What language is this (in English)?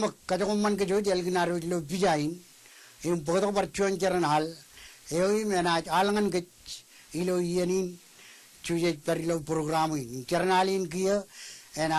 Marshallese